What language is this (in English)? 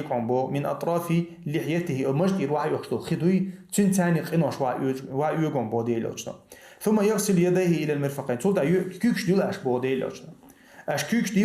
Chechen